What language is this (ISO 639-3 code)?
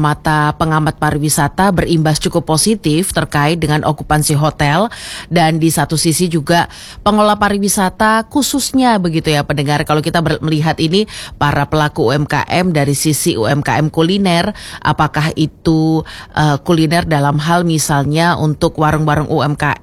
ind